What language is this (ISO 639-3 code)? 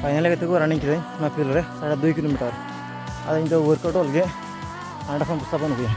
sat